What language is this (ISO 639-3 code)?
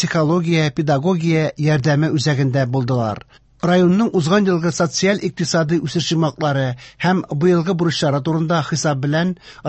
tat